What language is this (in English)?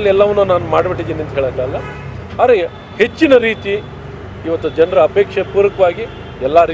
Kannada